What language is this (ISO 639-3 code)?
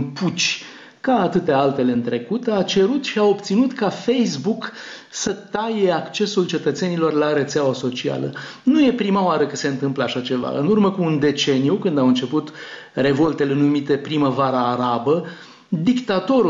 ron